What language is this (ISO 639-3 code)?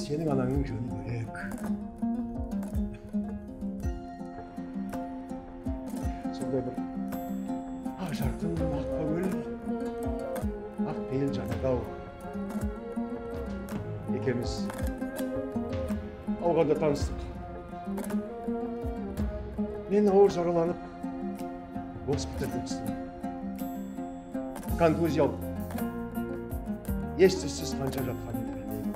kaz